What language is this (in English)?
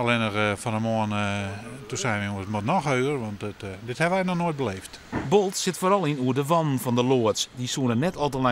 Western Frisian